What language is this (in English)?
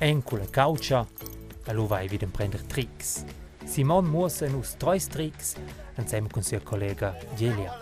Romansh